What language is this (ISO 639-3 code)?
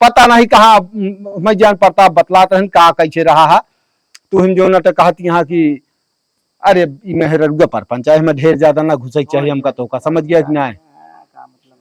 awa